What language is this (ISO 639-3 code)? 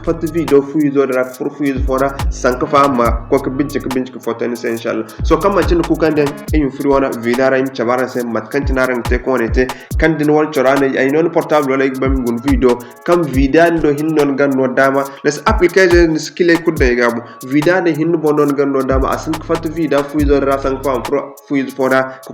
dje